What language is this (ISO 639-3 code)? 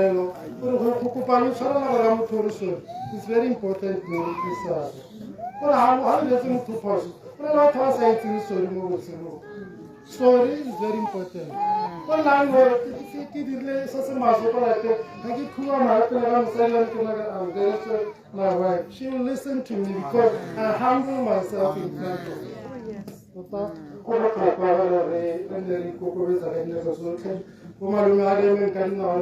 tsn